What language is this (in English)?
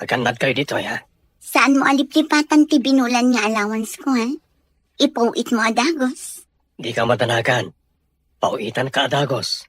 Iloko